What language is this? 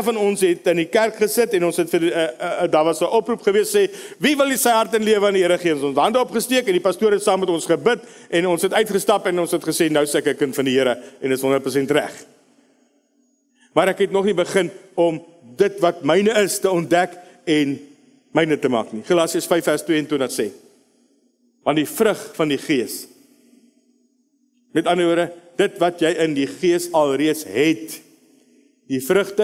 Afrikaans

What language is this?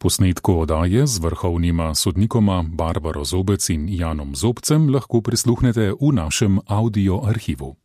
Slovenian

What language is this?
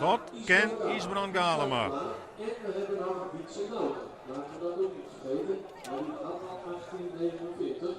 Western Frisian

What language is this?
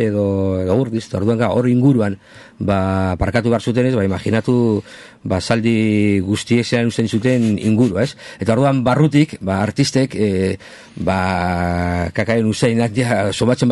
Basque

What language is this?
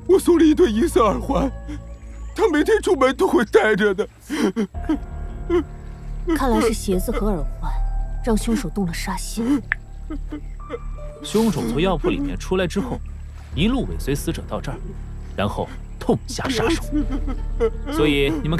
Chinese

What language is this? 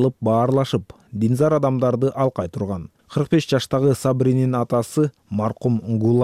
Kyrgyz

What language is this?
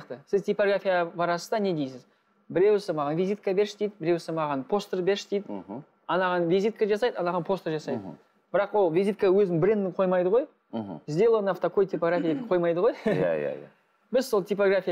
Kazakh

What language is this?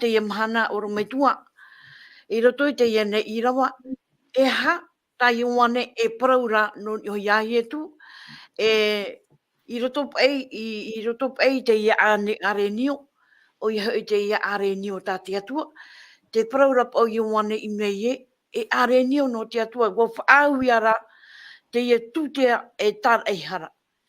Tahitian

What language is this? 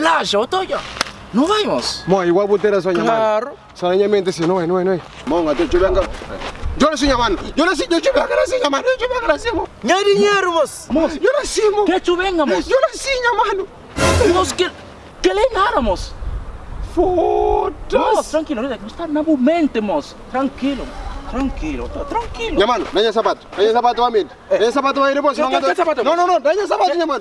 Kabuverdianu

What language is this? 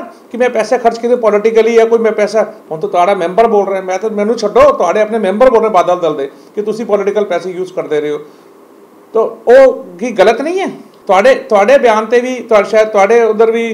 Punjabi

